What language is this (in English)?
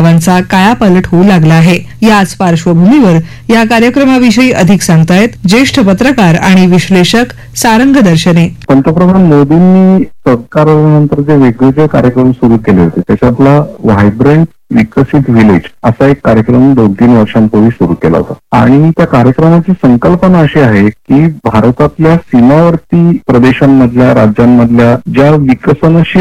Marathi